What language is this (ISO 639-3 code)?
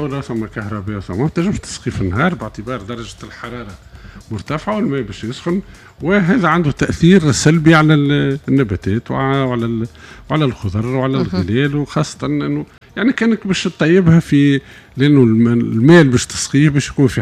aeb